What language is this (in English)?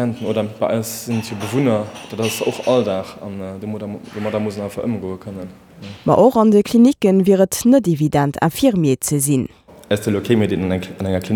Luxembourgish